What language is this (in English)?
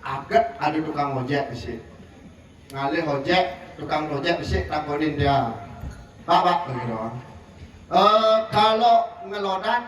Balinese